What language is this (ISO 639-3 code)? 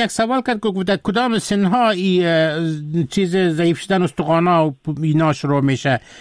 fas